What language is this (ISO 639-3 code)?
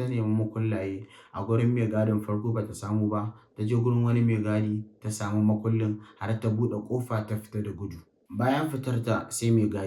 hau